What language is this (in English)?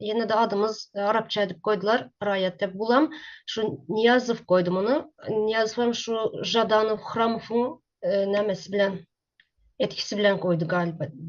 Turkmen